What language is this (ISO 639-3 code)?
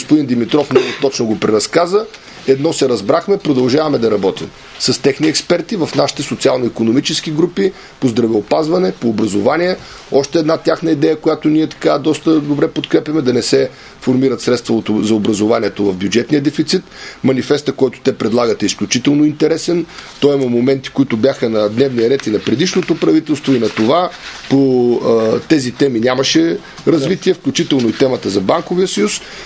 bul